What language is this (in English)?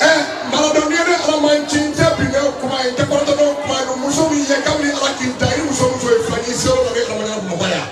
Bambara